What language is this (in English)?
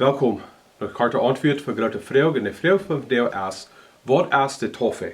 Plautdietsch